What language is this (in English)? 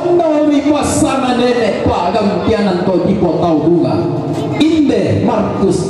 Toraja-Sa'dan